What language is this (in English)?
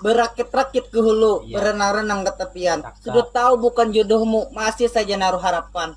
Banjar